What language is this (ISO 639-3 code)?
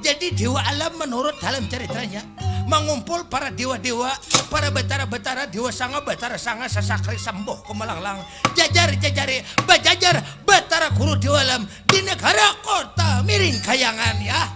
bjn